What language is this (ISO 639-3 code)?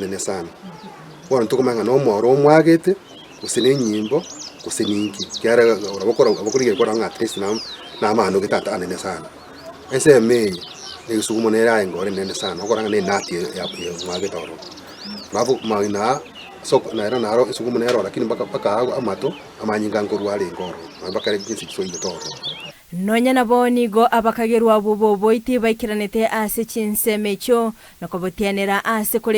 guz